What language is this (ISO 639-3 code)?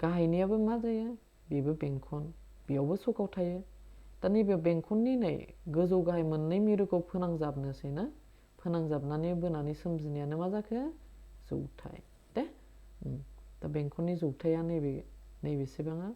brx